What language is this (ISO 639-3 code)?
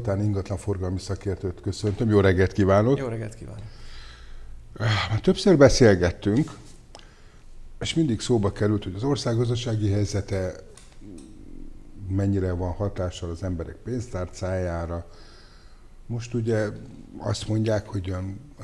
hun